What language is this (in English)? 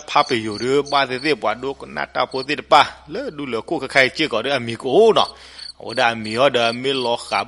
S'gaw Karen